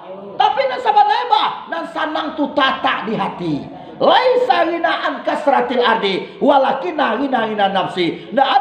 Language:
Minangkabau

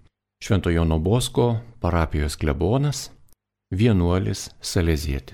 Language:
Lithuanian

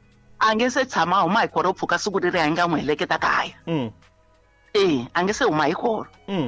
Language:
Tsonga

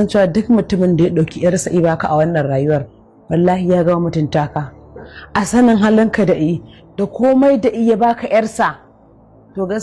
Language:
Hausa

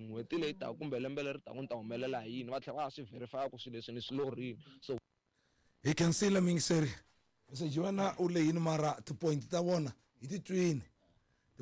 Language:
Tsonga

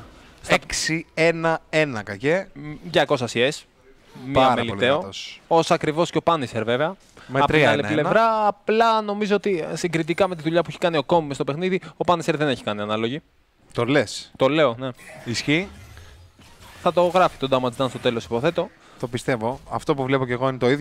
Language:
Greek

